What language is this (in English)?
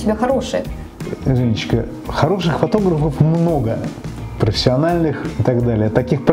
Russian